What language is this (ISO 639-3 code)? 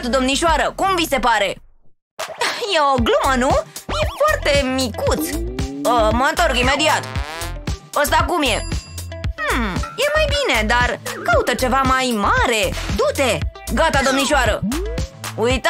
ron